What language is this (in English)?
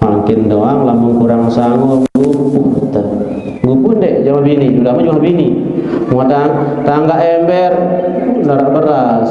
Sasak